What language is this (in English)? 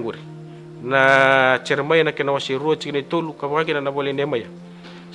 Fijian